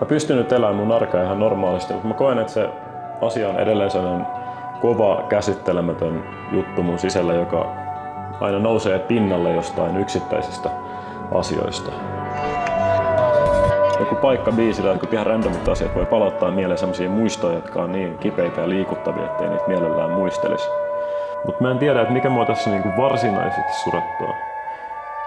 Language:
Finnish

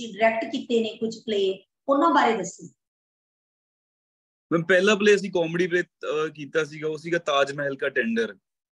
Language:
Punjabi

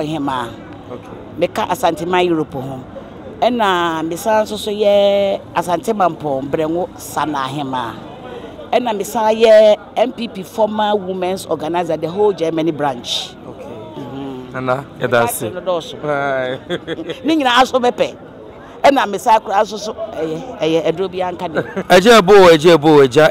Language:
Akan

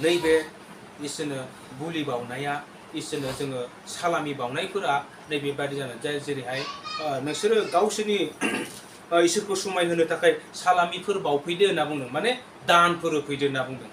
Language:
Bodo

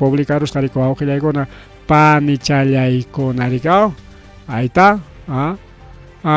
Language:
Ayacucho Quechua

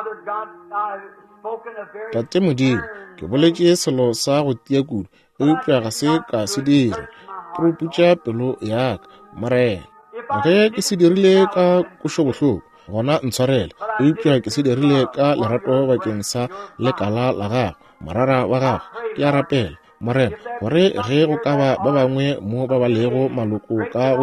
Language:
Northern Sotho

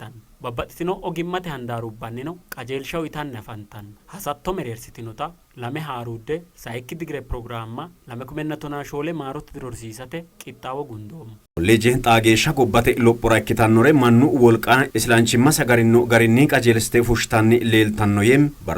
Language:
Sidamo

